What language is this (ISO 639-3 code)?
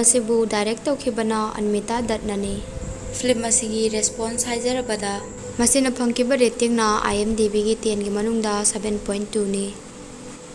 mni